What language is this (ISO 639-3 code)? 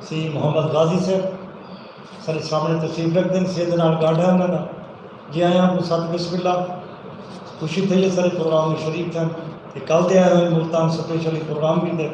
skr